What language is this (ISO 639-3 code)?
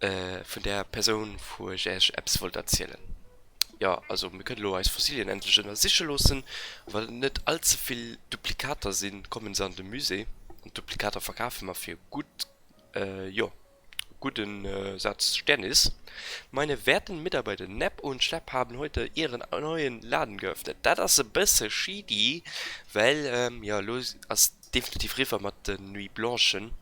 ltz